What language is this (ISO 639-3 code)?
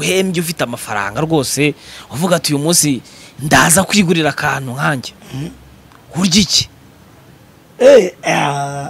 kin